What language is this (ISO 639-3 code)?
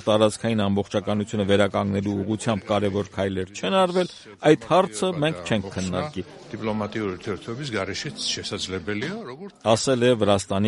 hye